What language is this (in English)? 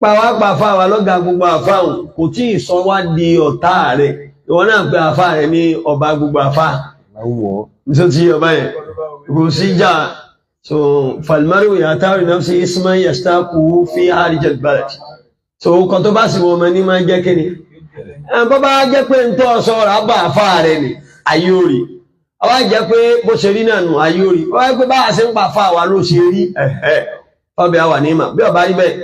Yoruba